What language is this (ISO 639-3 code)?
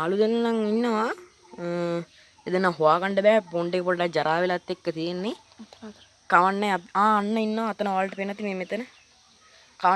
sin